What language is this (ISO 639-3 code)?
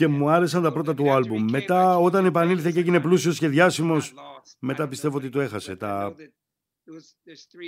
ell